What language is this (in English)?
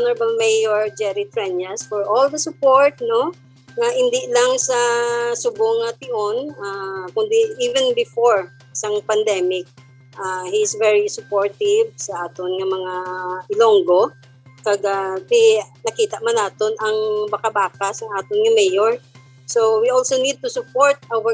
Hiligaynon